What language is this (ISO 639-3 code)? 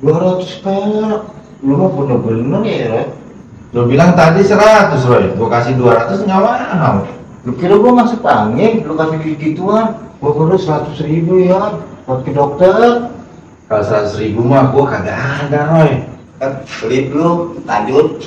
bew